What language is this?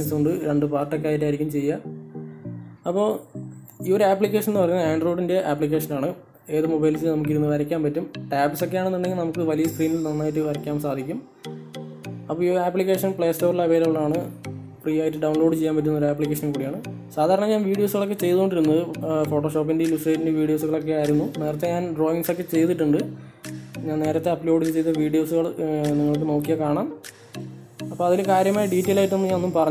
Malayalam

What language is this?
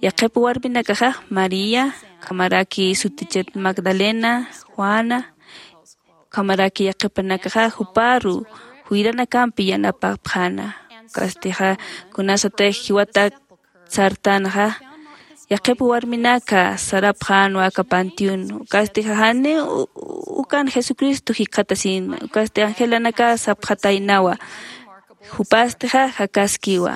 Aymara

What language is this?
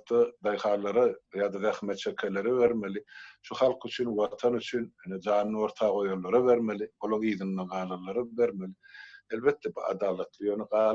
Turkmen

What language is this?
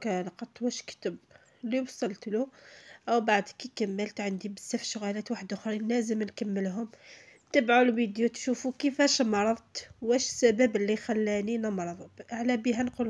Algerian Arabic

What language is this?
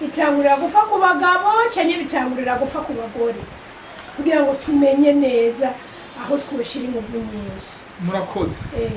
Rundi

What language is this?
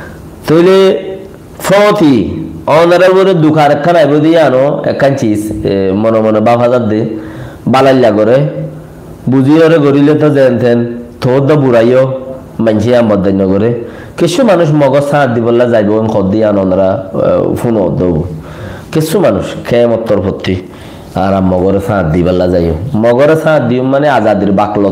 Rohingya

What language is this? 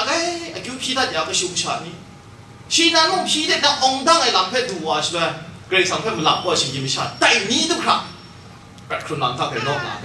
Kachin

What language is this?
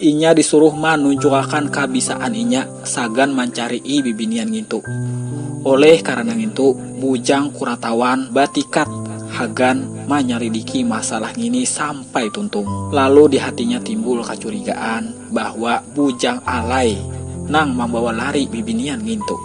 Banjar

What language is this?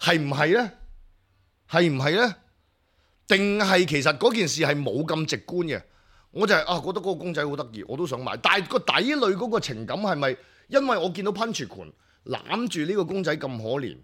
Cantonese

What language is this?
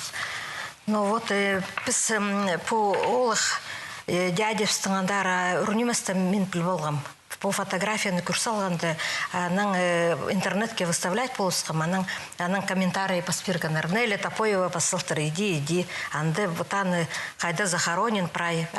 Khakas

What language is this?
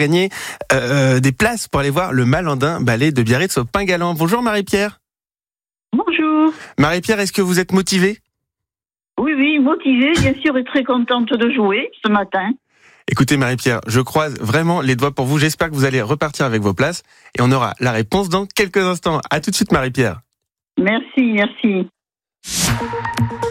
French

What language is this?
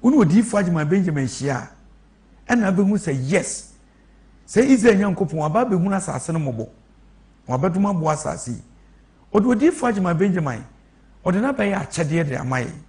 Akan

